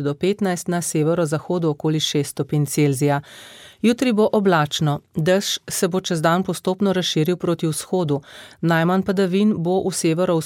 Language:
Slovenian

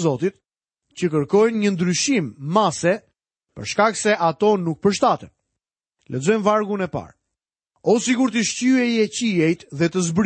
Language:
Albanian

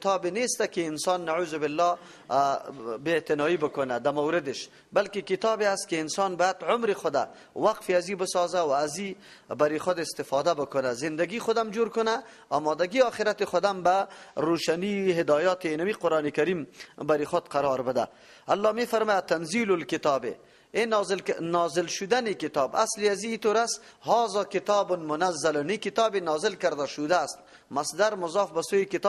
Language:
Persian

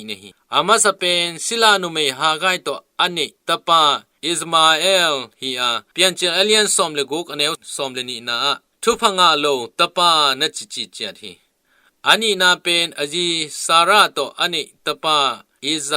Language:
Tedim Chin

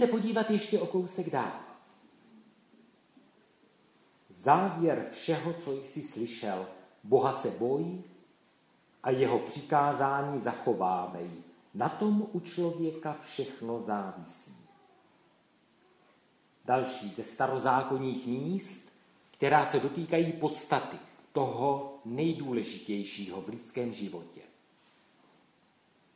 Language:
Czech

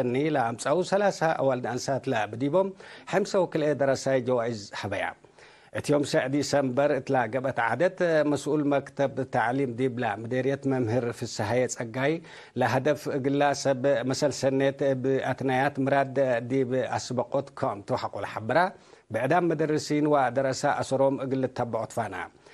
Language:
Tigre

